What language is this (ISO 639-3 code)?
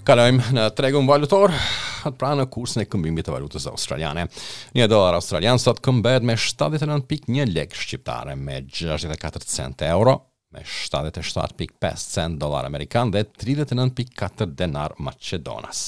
sqi